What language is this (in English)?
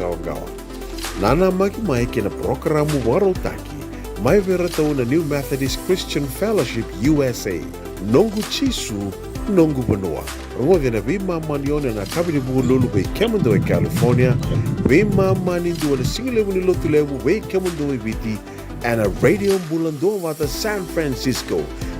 Fijian